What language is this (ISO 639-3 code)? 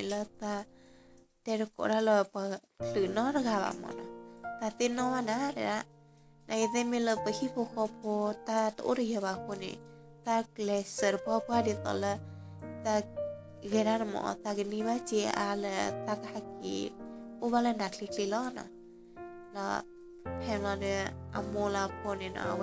ksw